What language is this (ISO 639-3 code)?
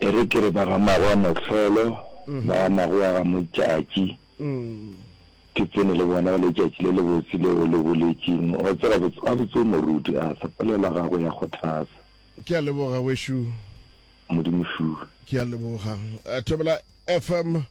nso